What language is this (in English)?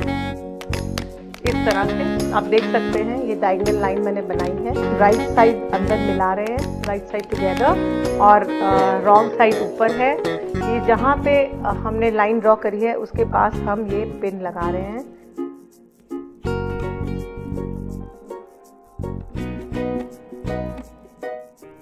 Hindi